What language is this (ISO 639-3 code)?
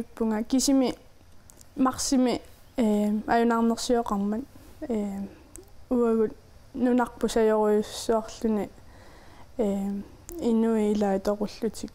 kal